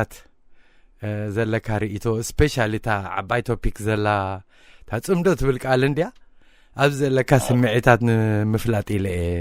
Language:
Tigrinya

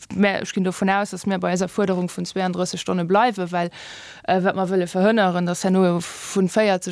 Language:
Luxembourgish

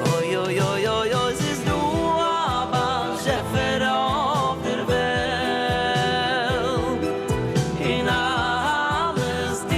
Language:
Yiddish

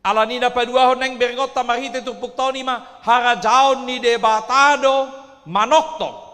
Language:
Batak Toba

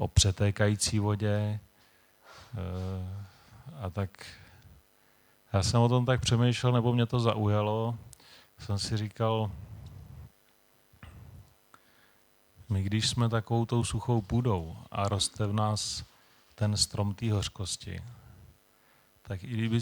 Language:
Czech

